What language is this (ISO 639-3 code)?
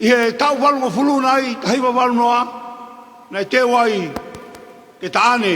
ton